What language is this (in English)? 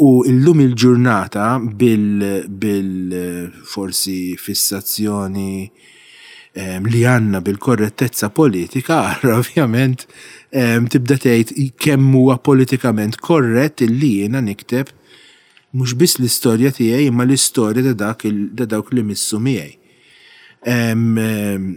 Maltese